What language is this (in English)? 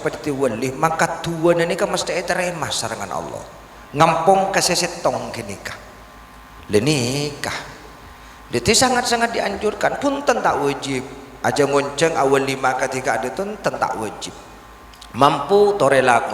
Madurese